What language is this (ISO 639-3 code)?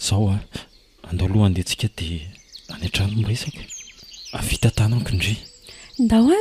mlg